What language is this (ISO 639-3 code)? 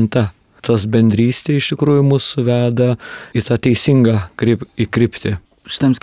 lit